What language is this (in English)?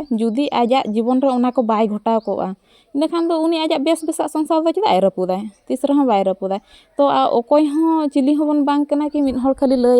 Santali